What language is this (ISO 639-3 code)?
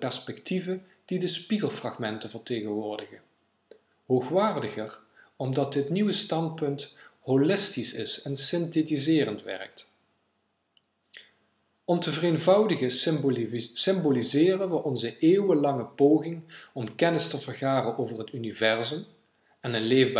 nld